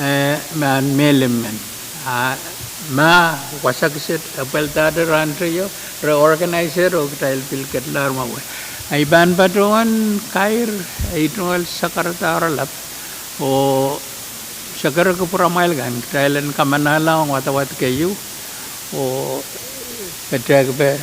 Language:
Pohnpeian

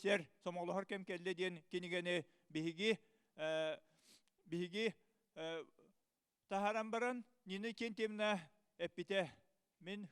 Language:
Yakut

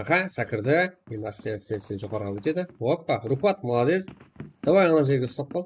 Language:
Kara-Kalpak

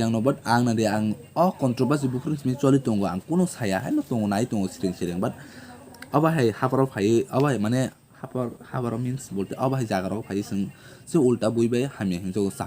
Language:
Kok Borok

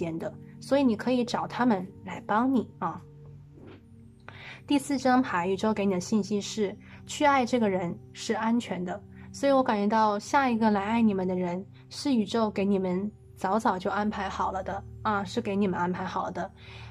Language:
Chinese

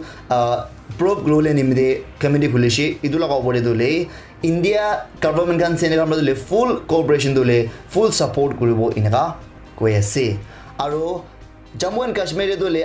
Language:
Naga Pidgin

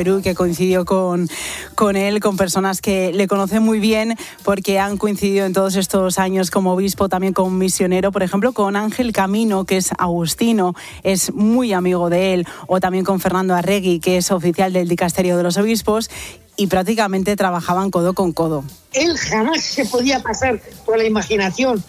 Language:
Spanish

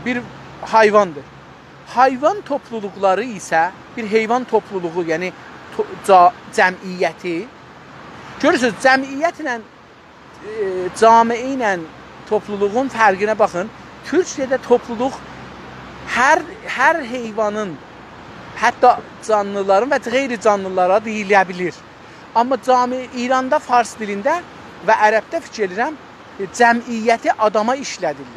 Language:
South Azerbaijani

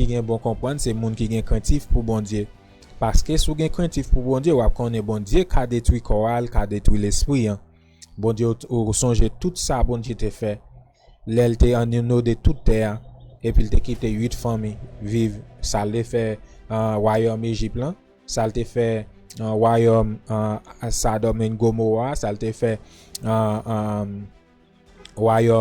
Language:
Haitian Creole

